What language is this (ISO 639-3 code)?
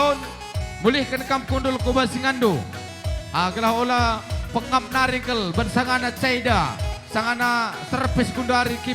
btx